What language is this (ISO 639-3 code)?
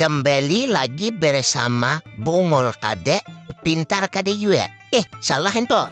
bjn